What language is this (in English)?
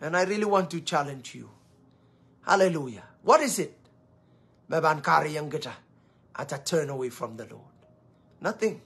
Pohnpeian